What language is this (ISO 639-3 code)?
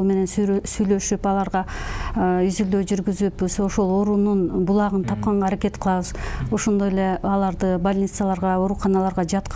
kir